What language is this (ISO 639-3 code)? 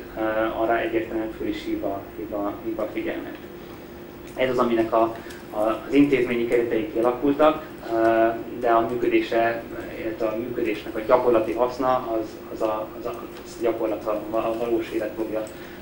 hun